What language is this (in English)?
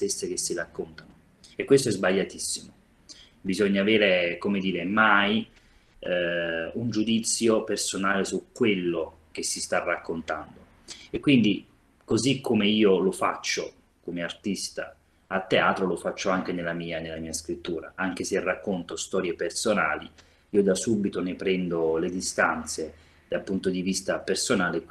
Italian